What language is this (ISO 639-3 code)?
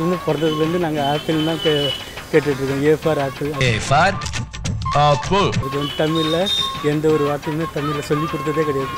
tam